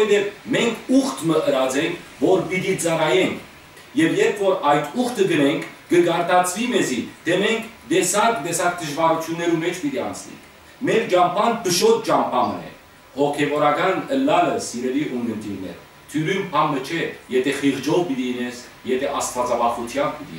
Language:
Western Armenian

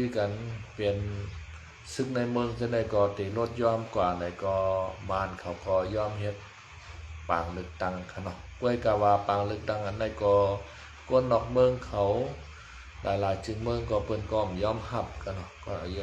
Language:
Shan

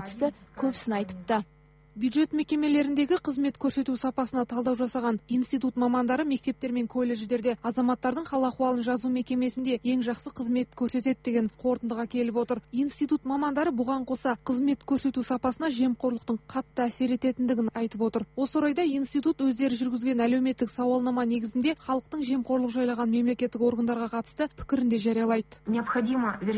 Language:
Kazakh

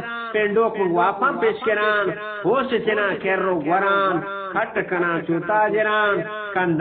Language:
Eastern Balochi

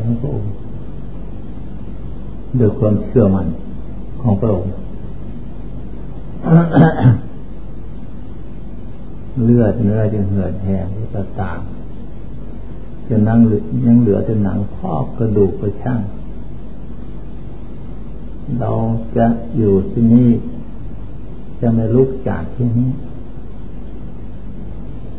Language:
Thai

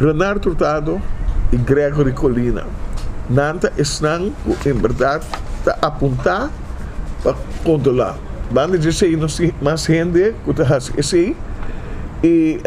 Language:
Papiamento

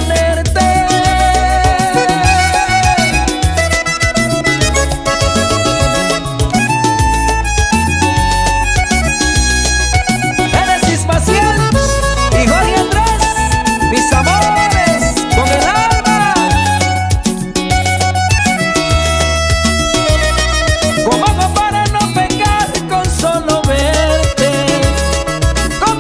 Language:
Spanish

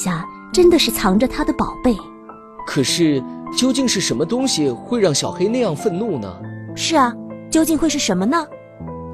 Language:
Chinese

